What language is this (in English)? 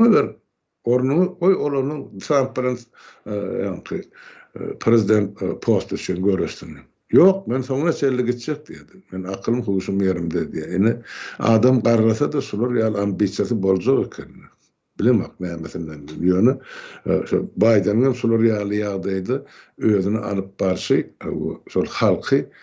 Turkmen